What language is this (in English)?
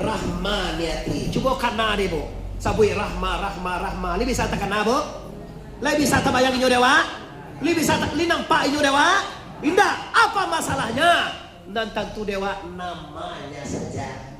Minangkabau